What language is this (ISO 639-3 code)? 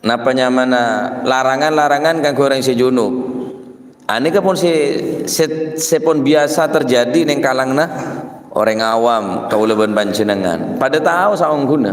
mad